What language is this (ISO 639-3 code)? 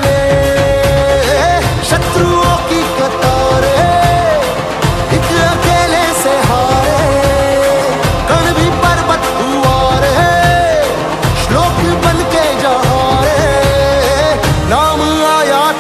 hin